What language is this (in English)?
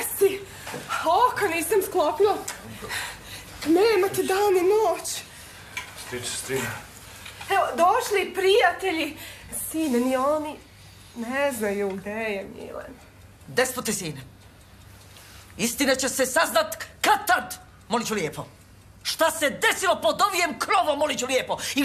Serbian